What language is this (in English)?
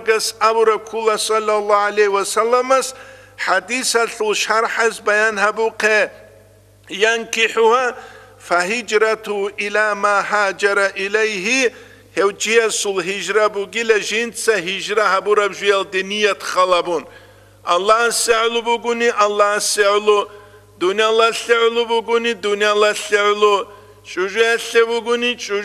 Avaric